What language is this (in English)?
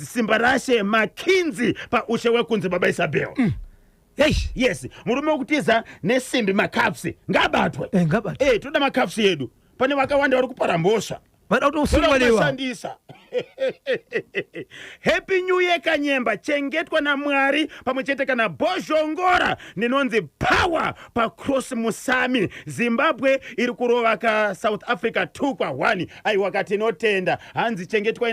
Shona